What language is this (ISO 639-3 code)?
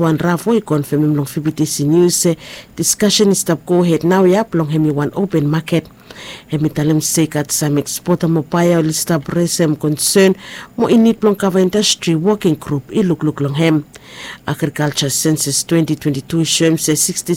bis